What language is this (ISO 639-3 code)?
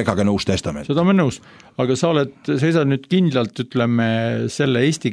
est